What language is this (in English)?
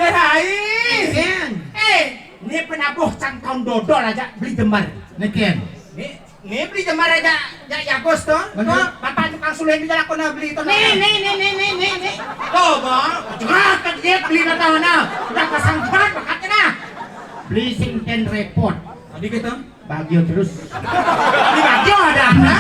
Balinese